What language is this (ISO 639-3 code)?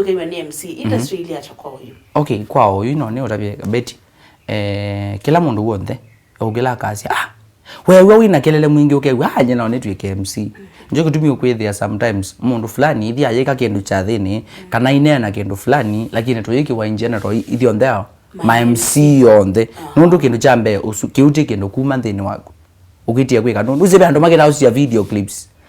kam